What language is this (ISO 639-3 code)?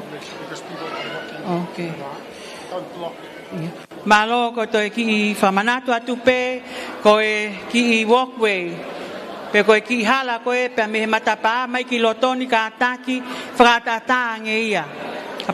ton